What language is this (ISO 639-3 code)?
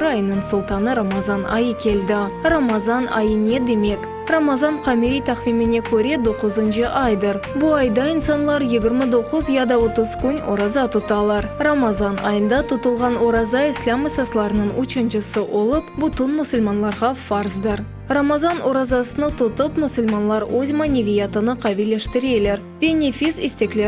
crh